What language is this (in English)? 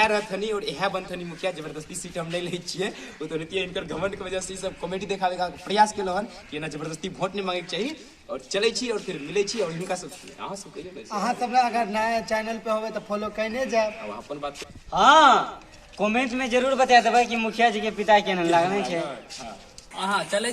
Maithili